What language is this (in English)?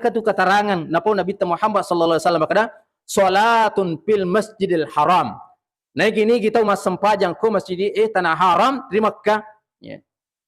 Buginese